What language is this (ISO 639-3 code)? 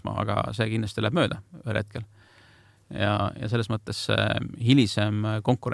est